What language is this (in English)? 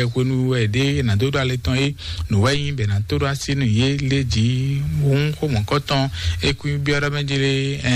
Fon